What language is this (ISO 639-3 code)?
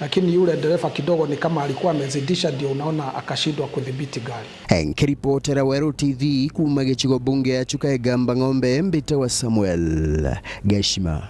mer